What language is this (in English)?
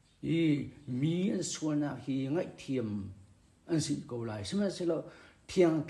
Hakha Chin